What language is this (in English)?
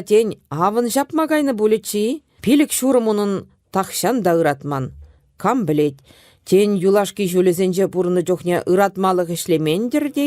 Chuvash